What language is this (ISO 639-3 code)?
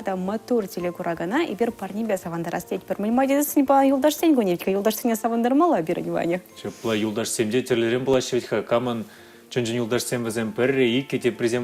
chv